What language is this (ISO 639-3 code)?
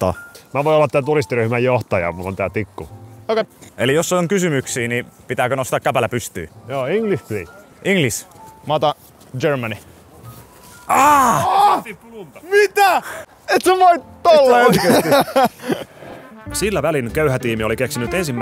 fin